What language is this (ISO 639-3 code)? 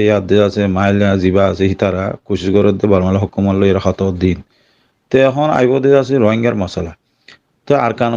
rhg